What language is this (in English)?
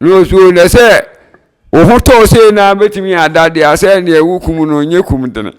Akan